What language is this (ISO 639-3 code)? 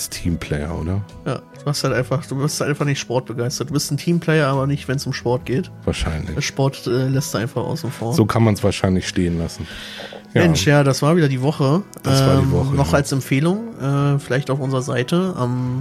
deu